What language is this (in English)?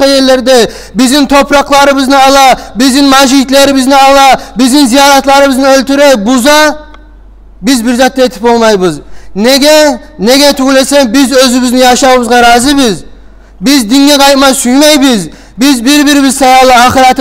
Kumyk